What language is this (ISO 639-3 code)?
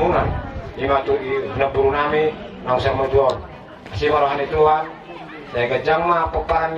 bbc